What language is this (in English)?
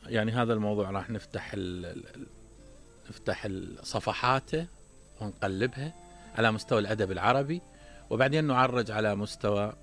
Mesopotamian Arabic